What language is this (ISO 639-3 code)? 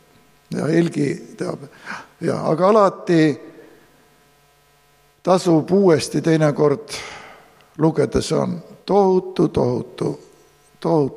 est